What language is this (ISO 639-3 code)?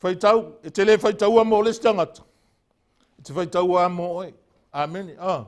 smo